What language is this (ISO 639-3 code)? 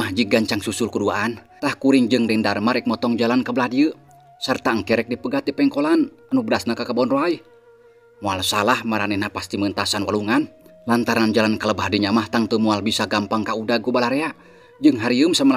sun